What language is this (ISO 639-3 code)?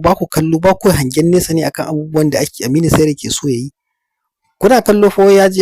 hau